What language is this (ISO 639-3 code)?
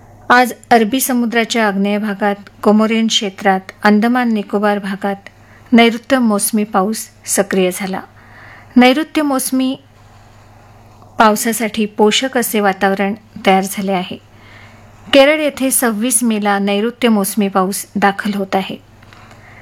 mar